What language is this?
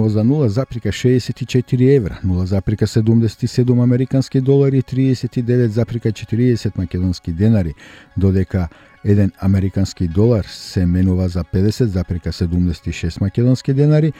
Macedonian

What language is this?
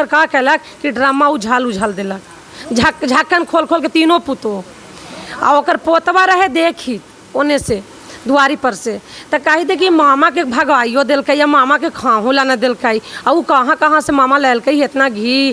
Magahi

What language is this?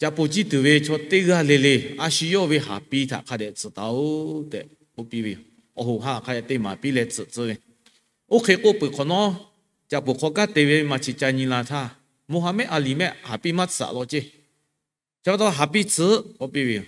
Lahu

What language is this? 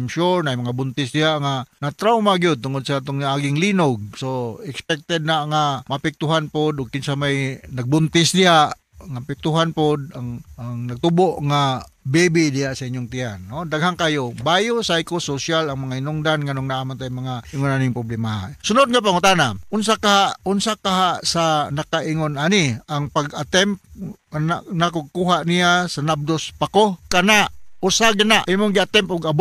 Cebuano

